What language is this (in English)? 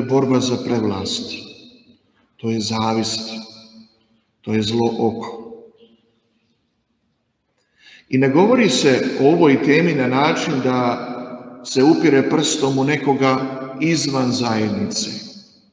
Croatian